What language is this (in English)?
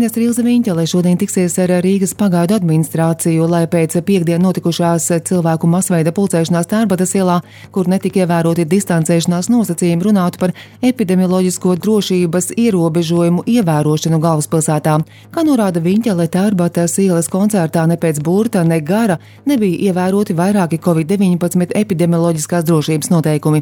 Latvian